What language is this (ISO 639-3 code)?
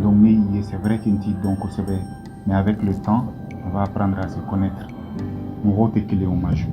bam